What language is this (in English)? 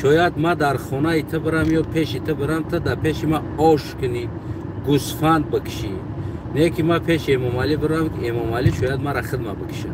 Tajik